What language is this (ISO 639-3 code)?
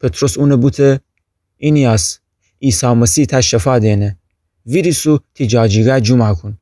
glk